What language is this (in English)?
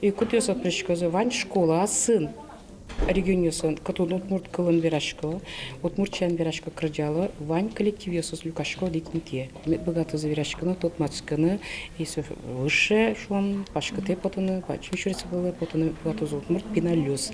Udmurt